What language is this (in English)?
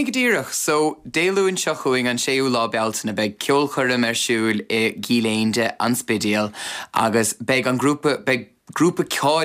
Irish